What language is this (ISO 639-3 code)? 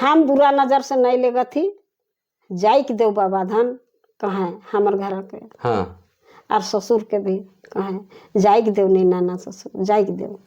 sck